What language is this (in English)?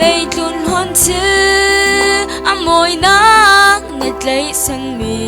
Falam Chin